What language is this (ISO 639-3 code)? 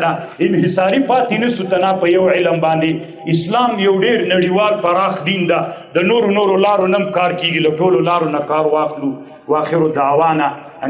pus